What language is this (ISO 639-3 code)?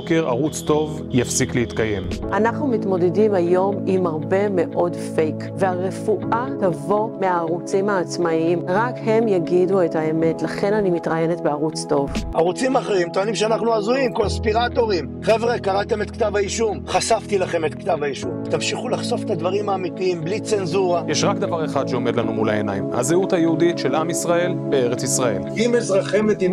heb